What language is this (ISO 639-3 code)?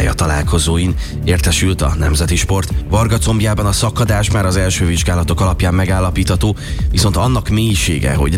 hun